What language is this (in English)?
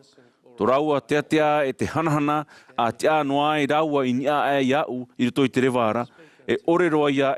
Tahitian